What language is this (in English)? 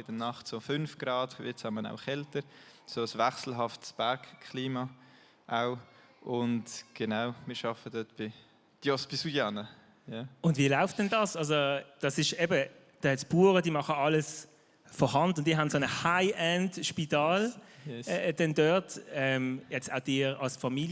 Swiss German